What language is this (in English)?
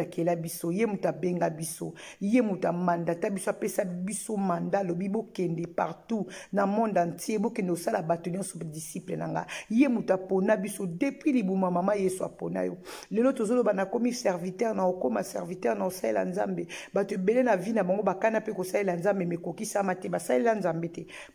Lingala